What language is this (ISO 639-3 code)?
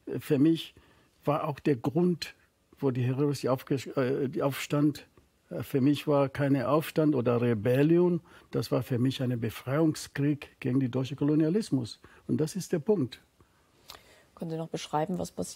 deu